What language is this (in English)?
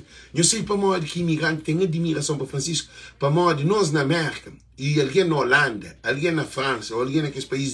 Kabuverdianu